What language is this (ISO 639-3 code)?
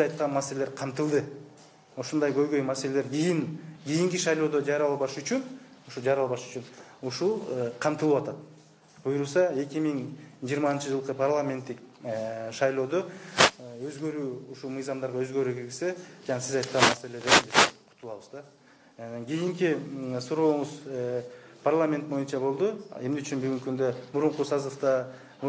kir